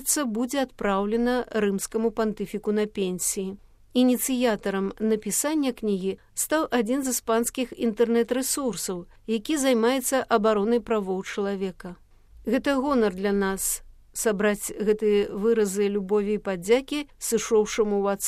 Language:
Belarusian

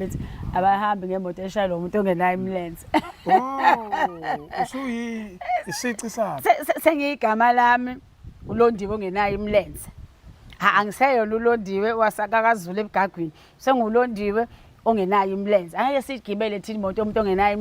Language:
Zulu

